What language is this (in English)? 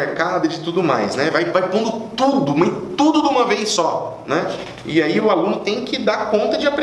Portuguese